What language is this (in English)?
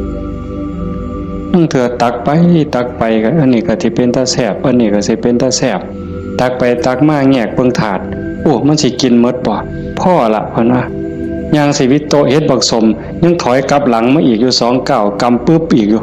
Northeastern Thai